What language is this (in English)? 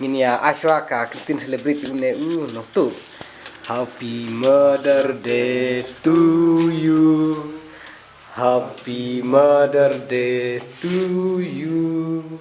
Khasi